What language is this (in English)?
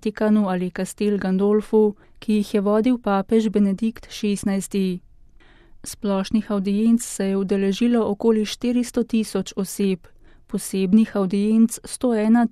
Slovenian